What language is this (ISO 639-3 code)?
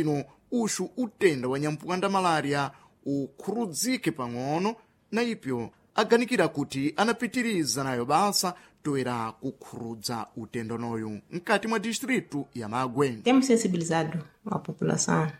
seh